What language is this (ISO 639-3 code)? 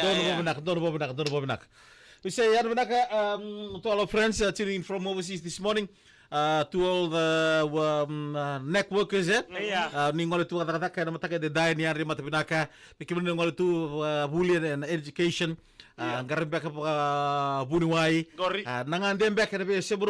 fij